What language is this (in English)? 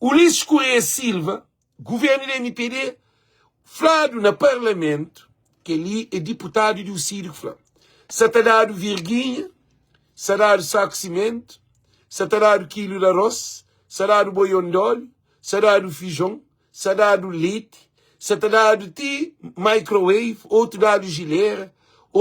Kabuverdianu